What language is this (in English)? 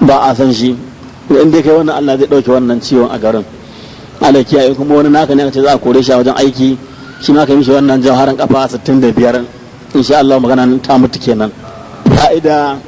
Hausa